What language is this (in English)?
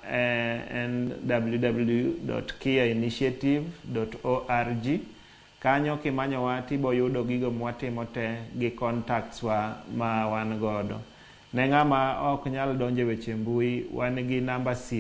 Luo (Kenya and Tanzania)